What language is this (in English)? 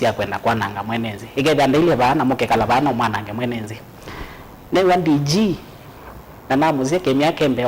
Kamba